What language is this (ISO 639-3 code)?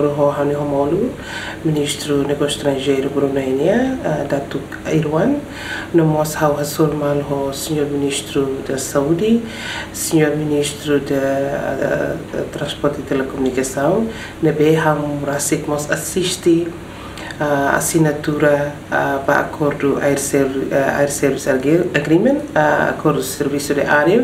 tet